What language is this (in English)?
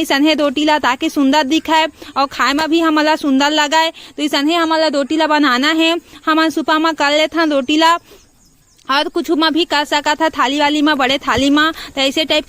Chhattisgarhi